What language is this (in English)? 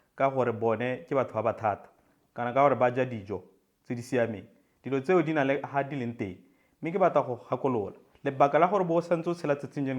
Tswana